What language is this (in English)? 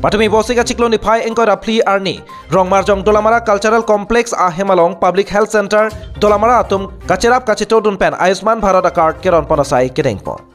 Karbi